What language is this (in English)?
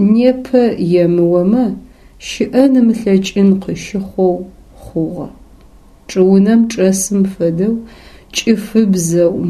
Adyghe